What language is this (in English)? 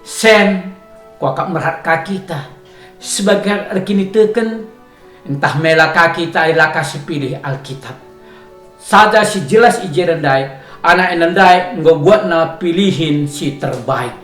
Batak Karo